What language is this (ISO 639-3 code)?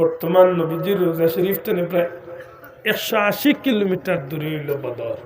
syl